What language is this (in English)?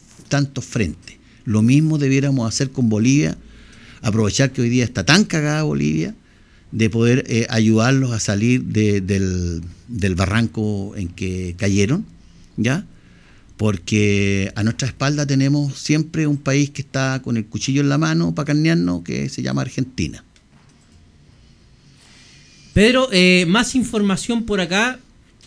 Spanish